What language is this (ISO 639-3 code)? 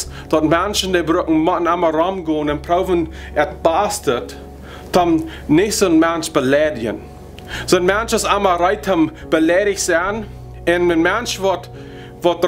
pdt